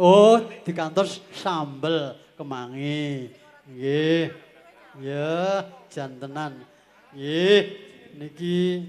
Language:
Javanese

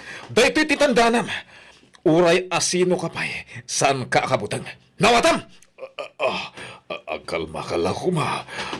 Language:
Iloko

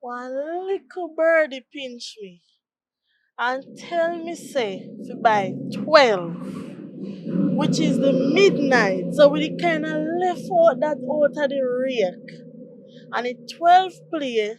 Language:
Jamaican Creole English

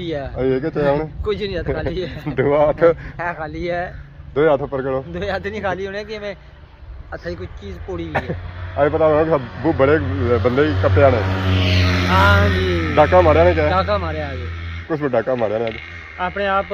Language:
Pahari-Potwari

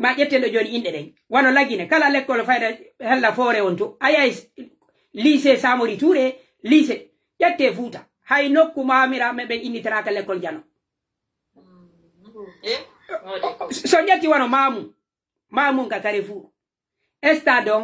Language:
Pular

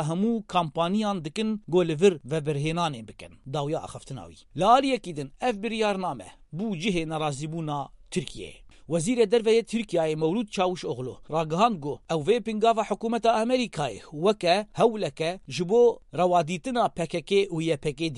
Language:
Kurdish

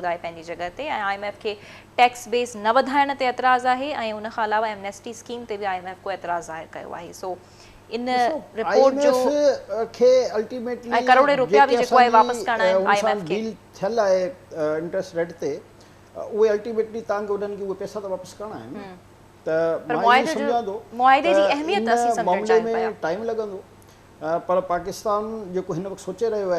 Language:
Sindhi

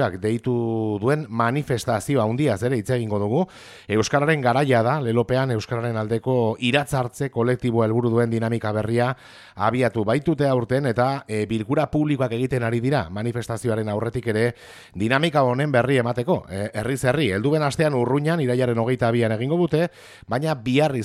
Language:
Basque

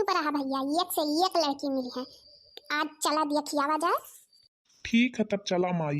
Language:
Awadhi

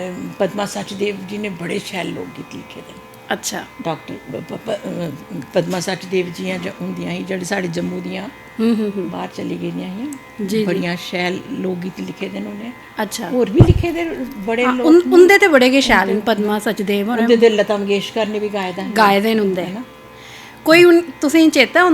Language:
Dogri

